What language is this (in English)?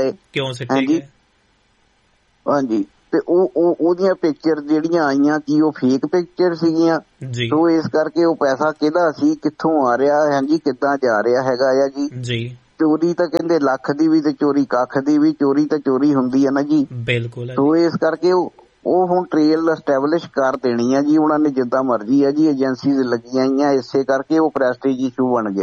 Punjabi